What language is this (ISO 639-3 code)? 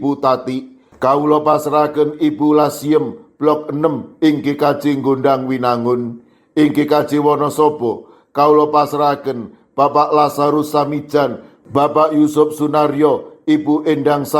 jav